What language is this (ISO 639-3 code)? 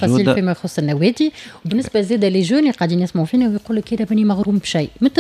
aeb